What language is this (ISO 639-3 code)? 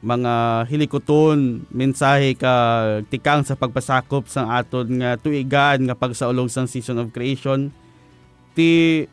hil